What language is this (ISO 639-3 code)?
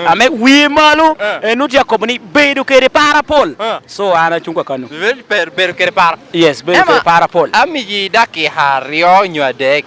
laj